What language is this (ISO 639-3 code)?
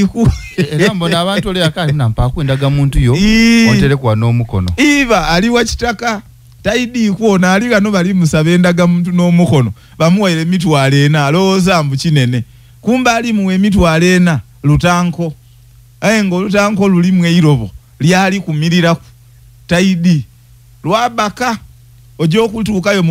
lug